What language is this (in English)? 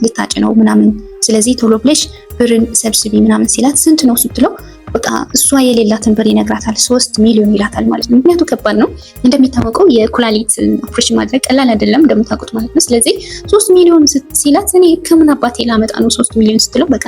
Amharic